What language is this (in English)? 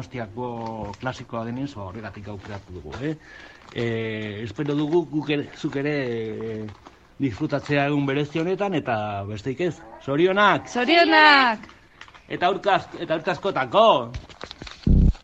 Basque